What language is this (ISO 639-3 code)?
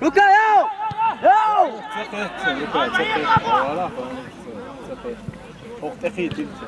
che